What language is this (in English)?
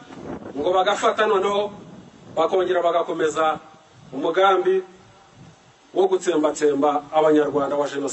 Kinyarwanda